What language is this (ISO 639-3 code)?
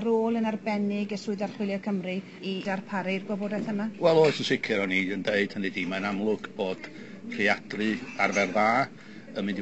cym